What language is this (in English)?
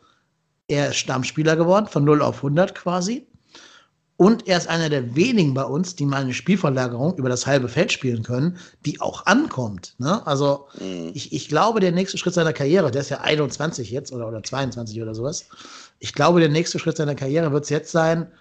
German